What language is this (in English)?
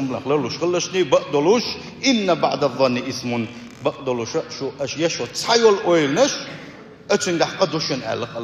Chechen